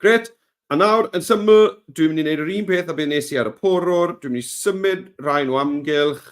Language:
Welsh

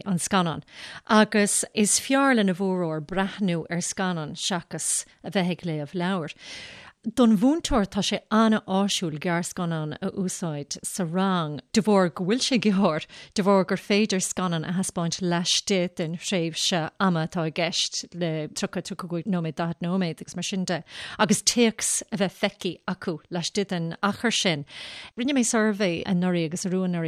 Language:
Irish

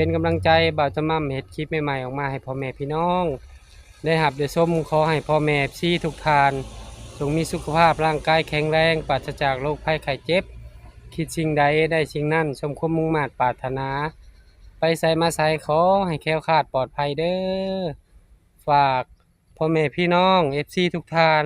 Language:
Lao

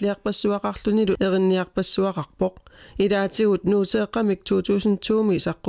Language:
Kalaallisut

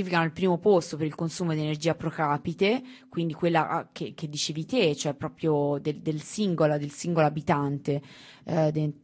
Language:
Italian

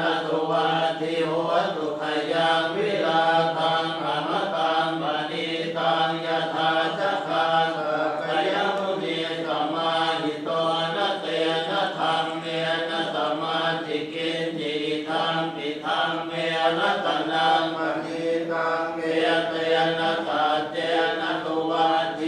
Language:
Pali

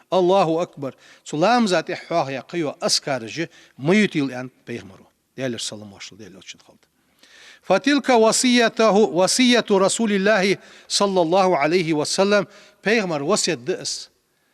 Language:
Ingush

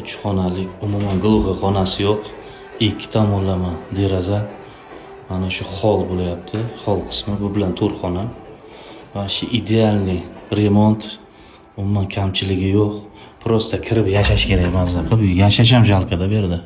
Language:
Uzbek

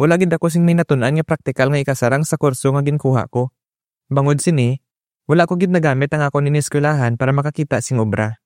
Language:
Hiligaynon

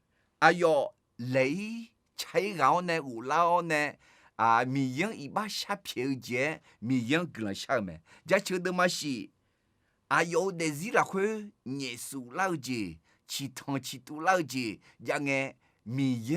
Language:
Akha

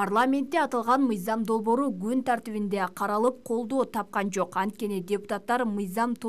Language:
Kyrgyz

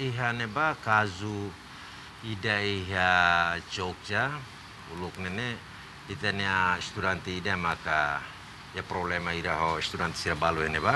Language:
Tetum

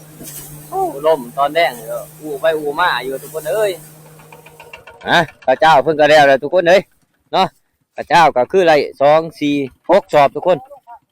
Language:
Lao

